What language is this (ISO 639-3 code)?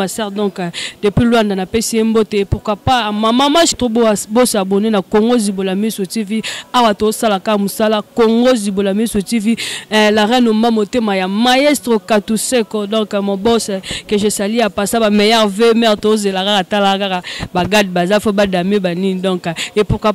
lin